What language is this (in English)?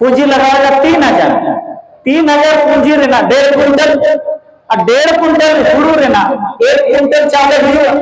Santali